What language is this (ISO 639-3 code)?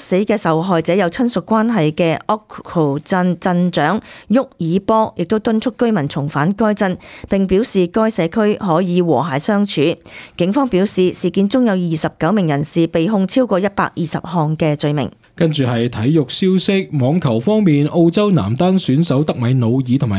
yue